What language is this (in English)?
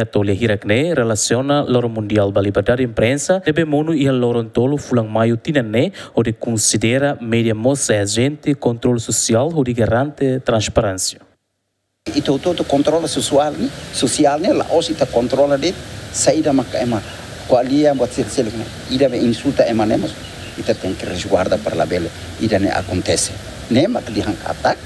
Tetum